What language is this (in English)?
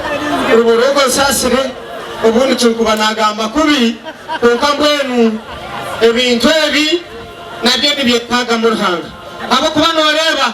Nyankole